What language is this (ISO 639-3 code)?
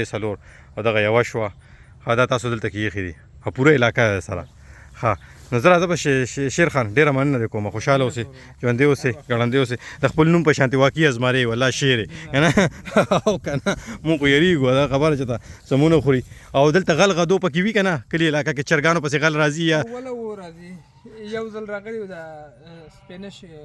pus